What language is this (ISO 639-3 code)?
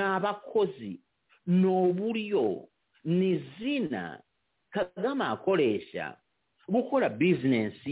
kin